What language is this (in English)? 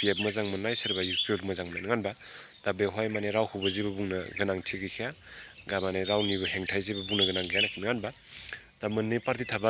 Bodo